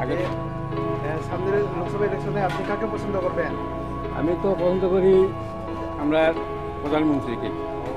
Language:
Riang (India)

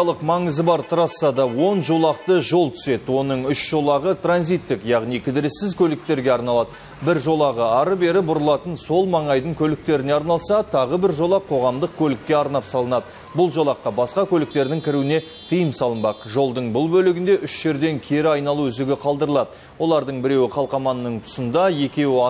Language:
Kazakh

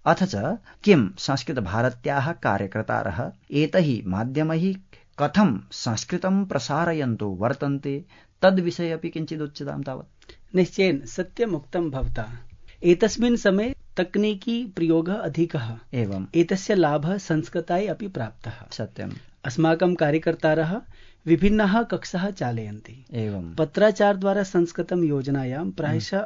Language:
Sanskrit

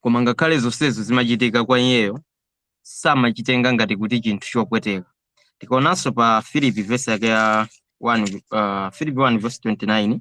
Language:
Nyanja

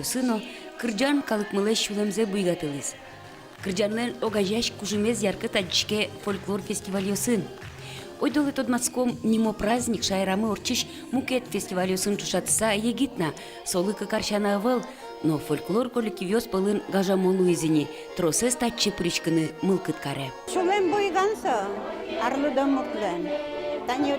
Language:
Udmurt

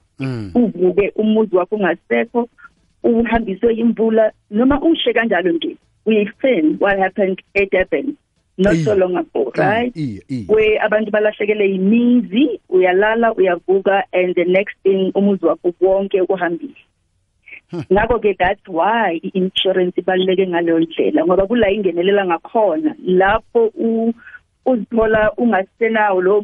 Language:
South Ndebele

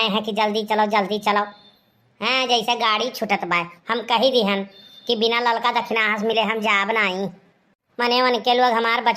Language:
Awadhi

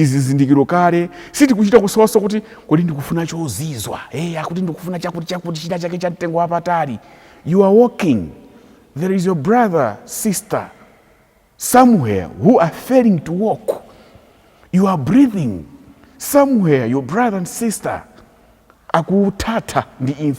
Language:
Nyanja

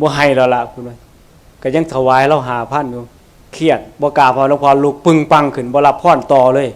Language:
Northeastern Thai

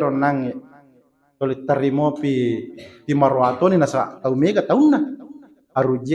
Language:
Buginese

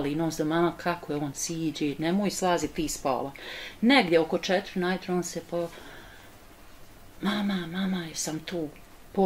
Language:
Bosnian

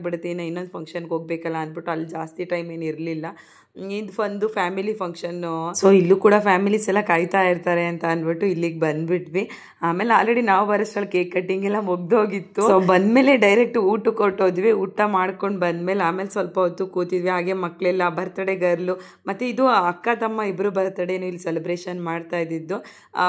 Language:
Kannada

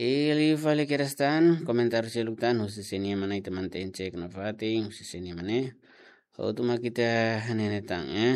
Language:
Tetum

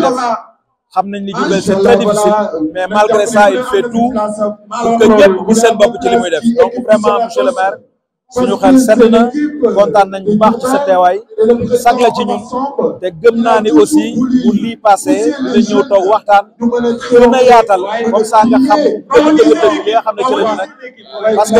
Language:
Wolof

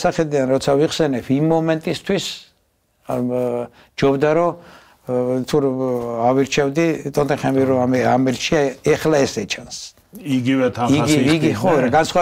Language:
Georgian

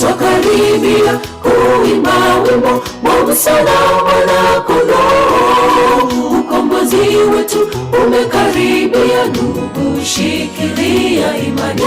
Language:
Gusii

